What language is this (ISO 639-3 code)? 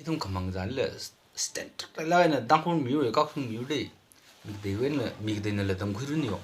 nmf